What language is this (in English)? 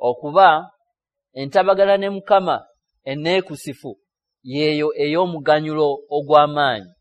Ganda